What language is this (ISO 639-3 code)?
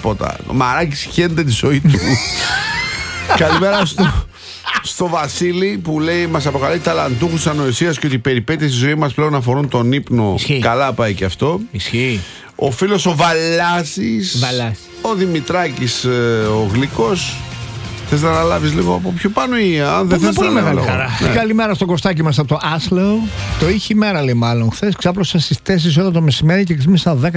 ell